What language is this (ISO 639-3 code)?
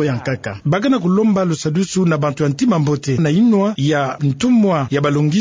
ktu